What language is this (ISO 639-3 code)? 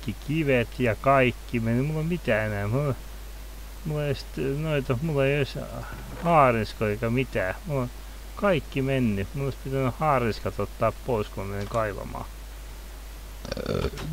fin